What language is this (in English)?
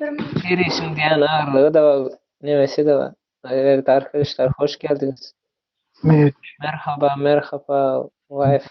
Turkmen